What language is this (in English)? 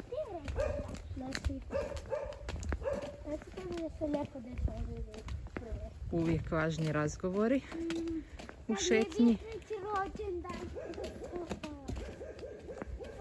Croatian